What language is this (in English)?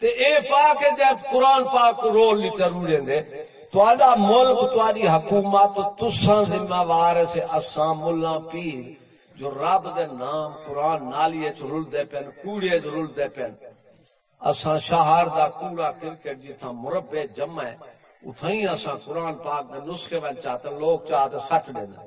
Saraiki